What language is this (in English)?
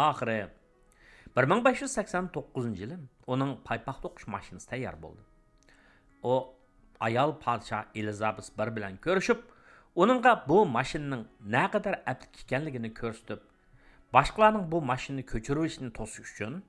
Uyghur